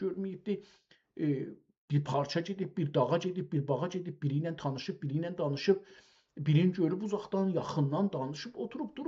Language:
South Azerbaijani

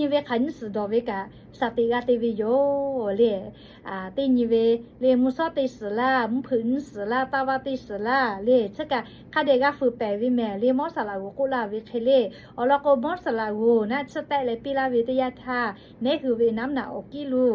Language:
Lahu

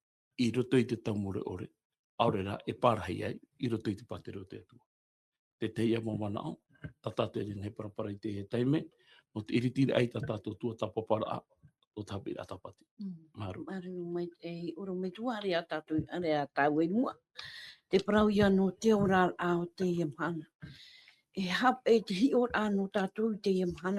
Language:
Tahitian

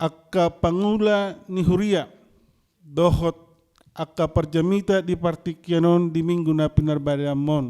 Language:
Batak Toba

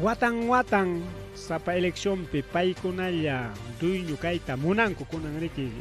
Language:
Ayacucho Quechua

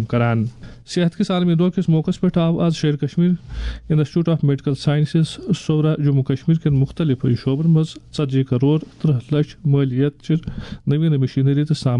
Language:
Kashmiri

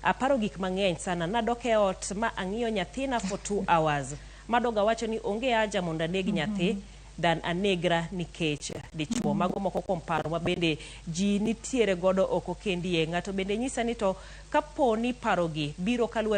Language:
Luo (Kenya and Tanzania)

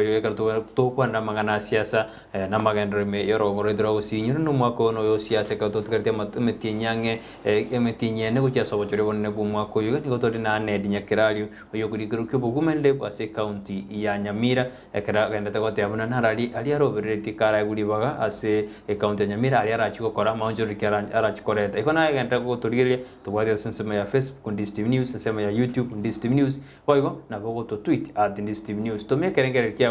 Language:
Gusii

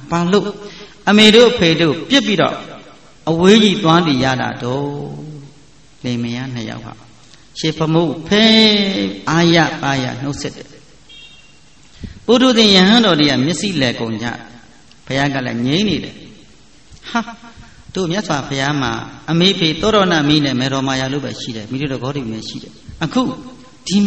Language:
Burmese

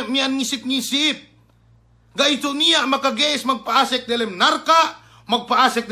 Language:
Yakan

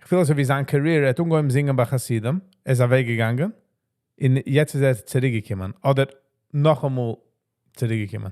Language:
Yiddish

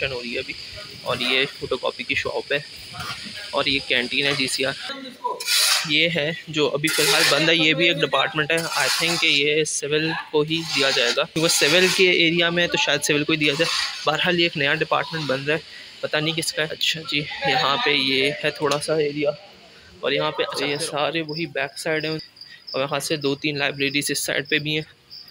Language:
Hindi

